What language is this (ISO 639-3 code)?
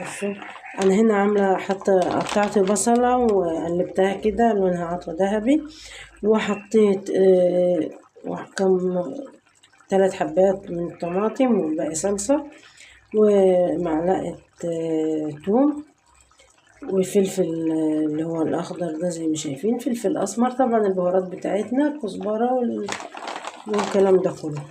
arz